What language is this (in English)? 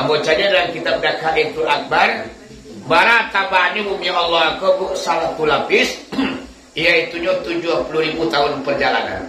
Minangkabau